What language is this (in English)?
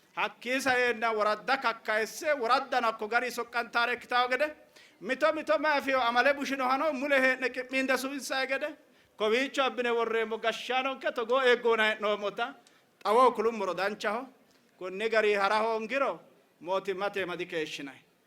Sidamo